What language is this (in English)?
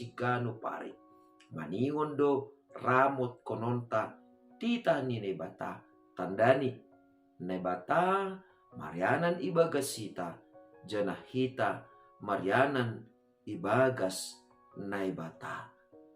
Batak Simalungun